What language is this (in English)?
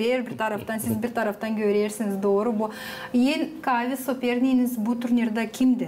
Gagauz